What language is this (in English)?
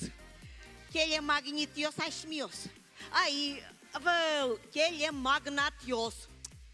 Udmurt